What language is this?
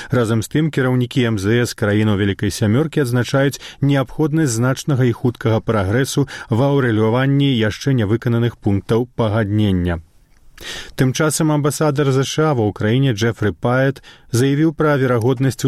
Belarusian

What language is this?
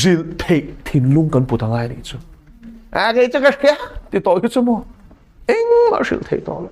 Mizo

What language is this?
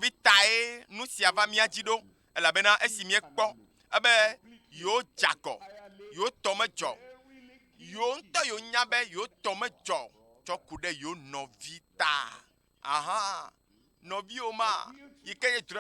Ewe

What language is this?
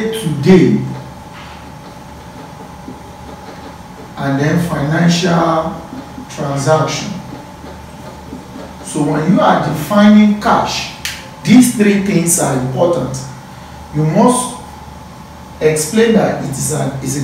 English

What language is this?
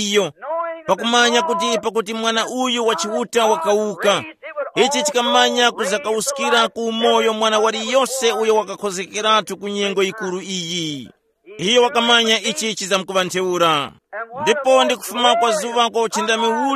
Tumbuka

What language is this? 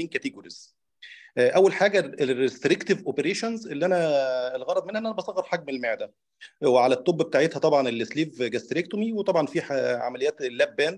Egyptian Arabic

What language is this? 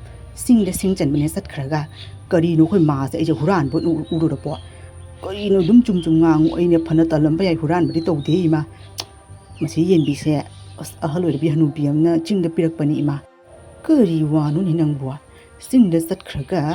Manipuri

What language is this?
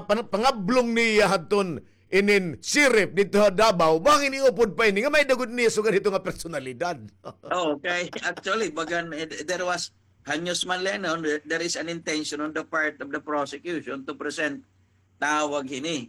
Waray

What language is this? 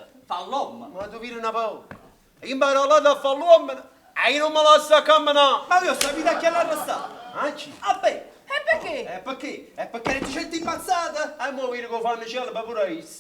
Neapolitan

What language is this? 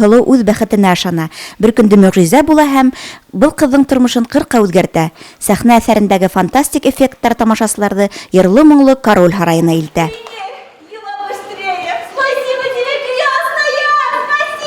Bashkir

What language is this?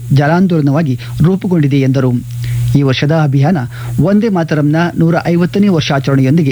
Kannada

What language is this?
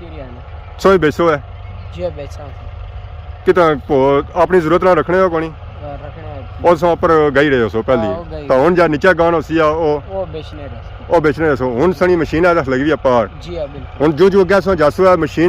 Pahari-Potwari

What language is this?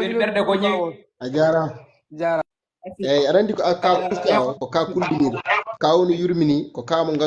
Fula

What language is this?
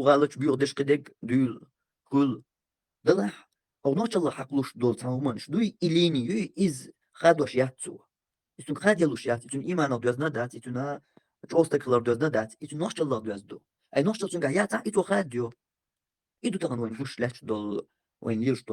Chechen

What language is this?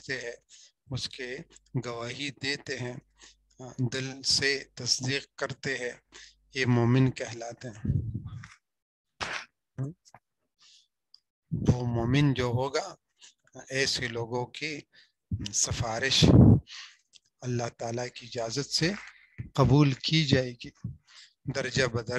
Urdu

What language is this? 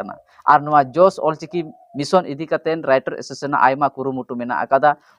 Santali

